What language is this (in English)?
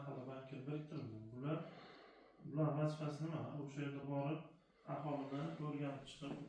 Uzbek